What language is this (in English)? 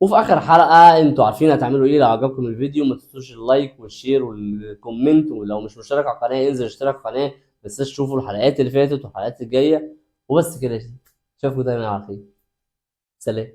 Egyptian Arabic